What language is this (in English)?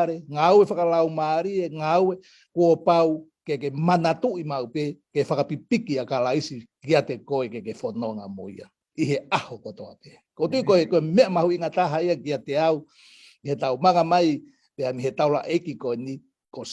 Tongan